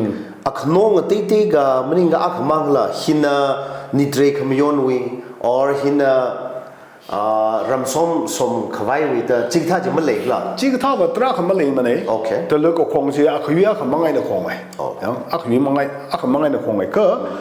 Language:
Tangkhul Naga (India)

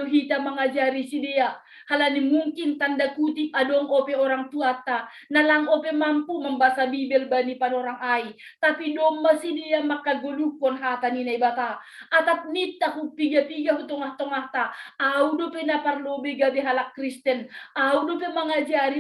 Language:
Batak Simalungun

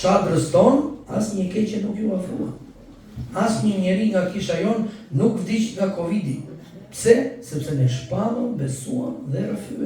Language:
Albanian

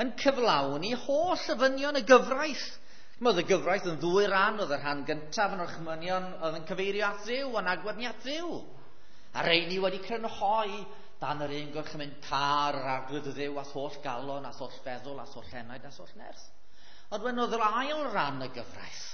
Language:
Welsh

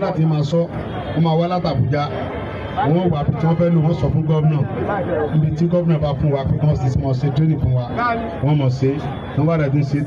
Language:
Yoruba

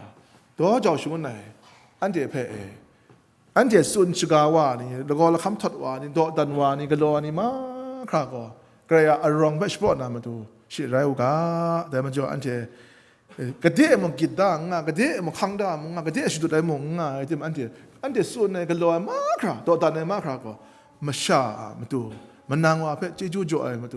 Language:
Kachin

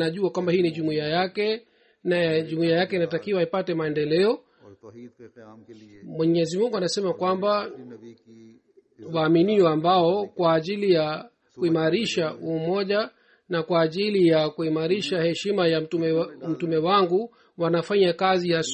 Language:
Swahili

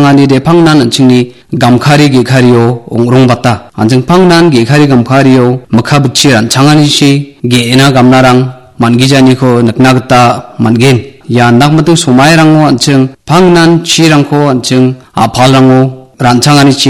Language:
Garo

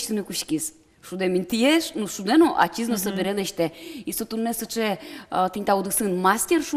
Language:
Udmurt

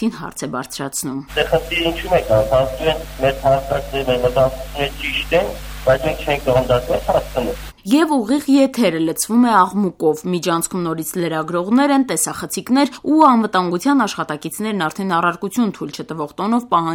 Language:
Armenian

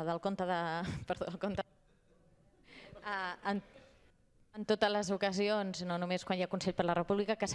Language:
Catalan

